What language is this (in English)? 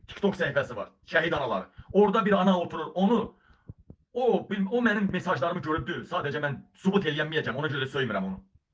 Azerbaijani